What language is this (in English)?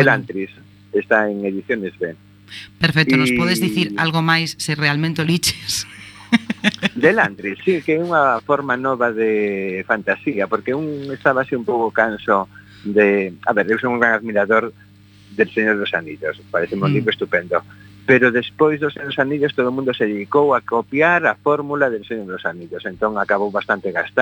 Galician